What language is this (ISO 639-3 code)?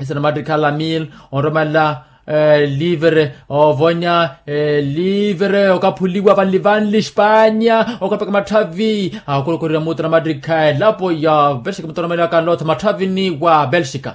vmw